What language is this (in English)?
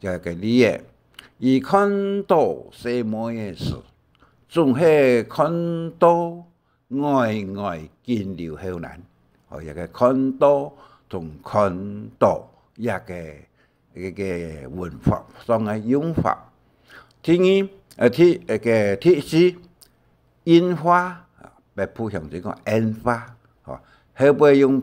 Hakka Chinese